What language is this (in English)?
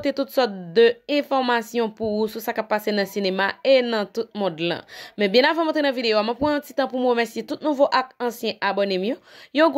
Haitian Creole